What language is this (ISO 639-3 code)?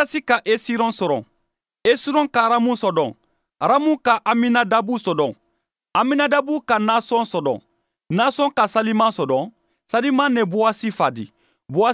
bam